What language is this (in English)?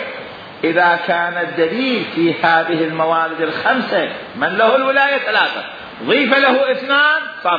Mesopotamian Arabic